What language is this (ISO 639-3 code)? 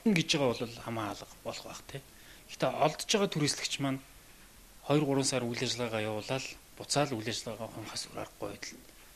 mon